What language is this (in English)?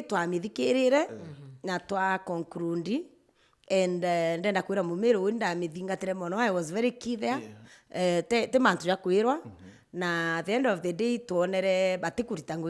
Meru